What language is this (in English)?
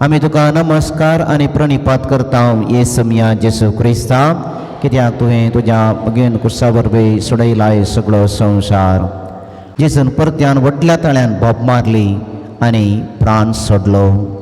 Konkani